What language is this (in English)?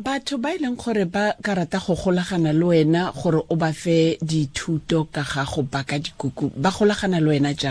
Tswana